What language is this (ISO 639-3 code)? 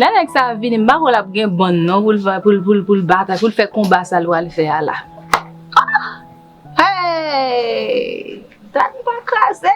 hat